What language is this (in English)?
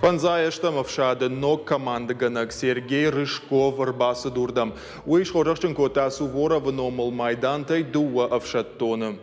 Ossetic